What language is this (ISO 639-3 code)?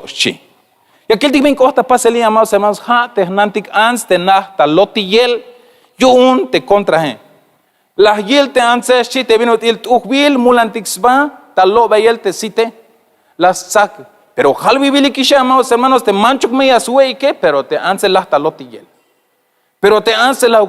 tzh